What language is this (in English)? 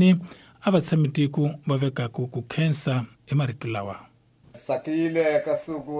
Tsonga